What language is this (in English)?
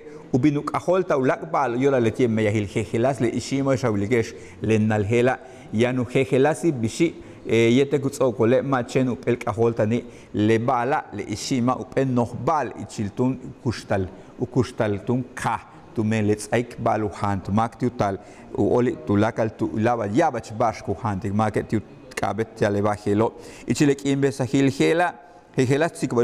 Yucateco